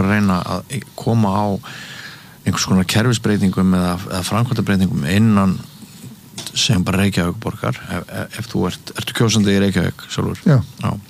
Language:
Icelandic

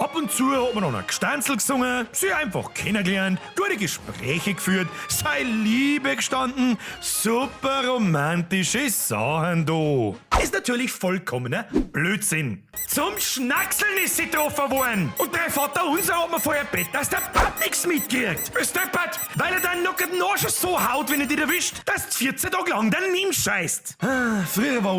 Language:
Bavarian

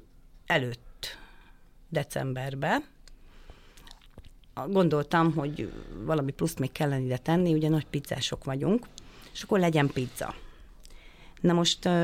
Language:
Hungarian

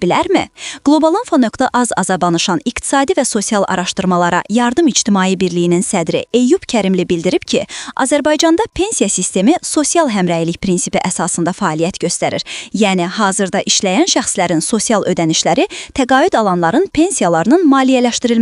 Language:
Azerbaijani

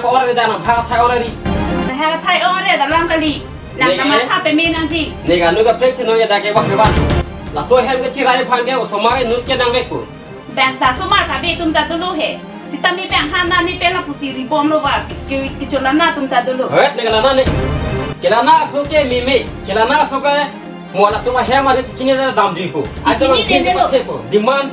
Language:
Karbi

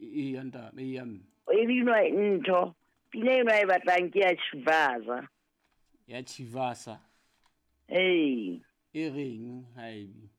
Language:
Southern Sotho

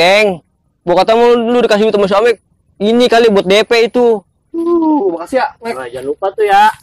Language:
Betawi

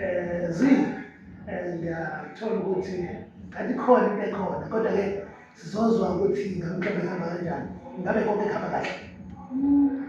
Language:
Zulu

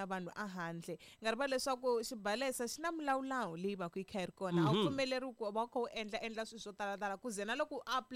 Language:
Tsonga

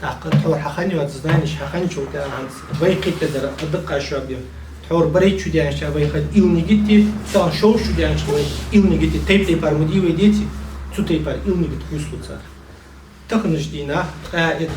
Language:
Ingush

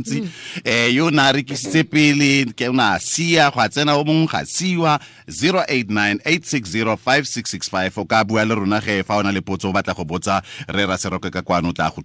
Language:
Tswana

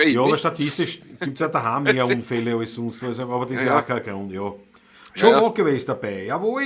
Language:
Bavarian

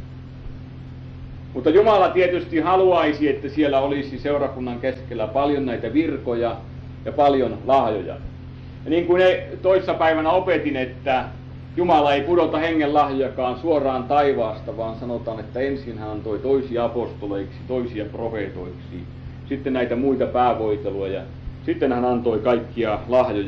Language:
Finnish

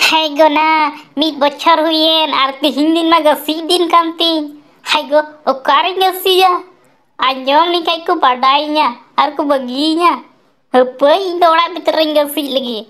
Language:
Santali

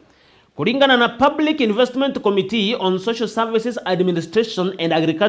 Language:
Meru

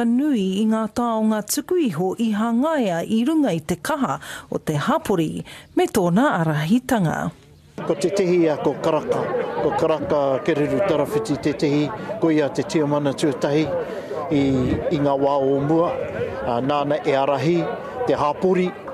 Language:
Māori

